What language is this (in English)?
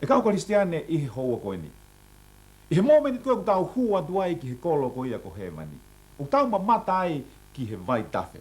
Tongan